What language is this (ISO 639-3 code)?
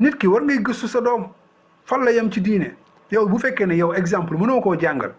wol